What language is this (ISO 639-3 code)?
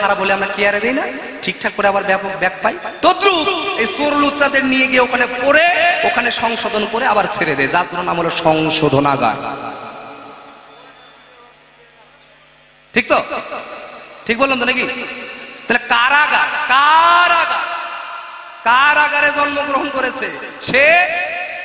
ben